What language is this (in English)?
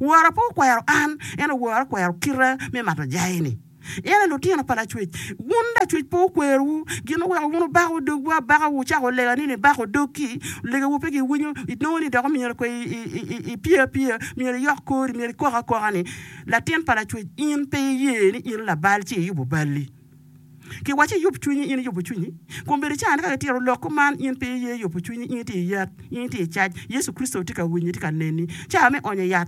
Acoli